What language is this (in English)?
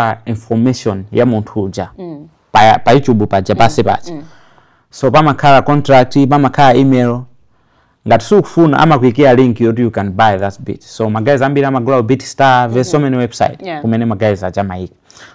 Nyanja